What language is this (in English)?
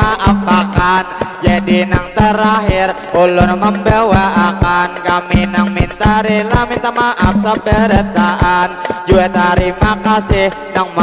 Banjar